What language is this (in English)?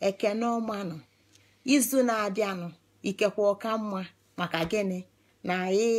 Igbo